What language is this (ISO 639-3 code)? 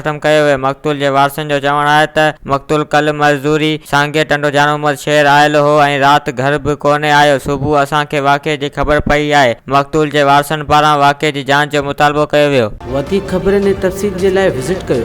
snd